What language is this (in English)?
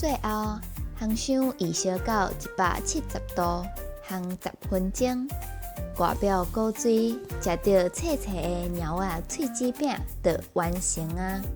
Min Nan Chinese